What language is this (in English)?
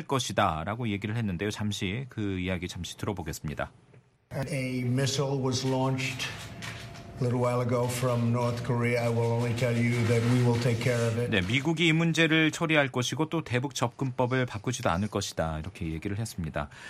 Korean